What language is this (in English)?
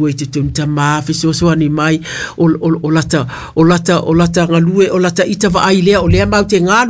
Samoan